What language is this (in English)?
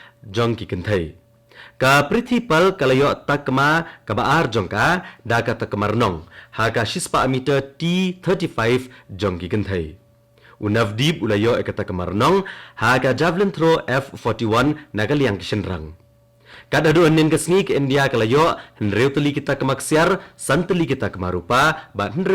Khasi